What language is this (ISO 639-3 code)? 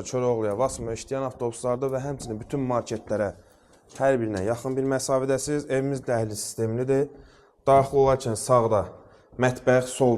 aze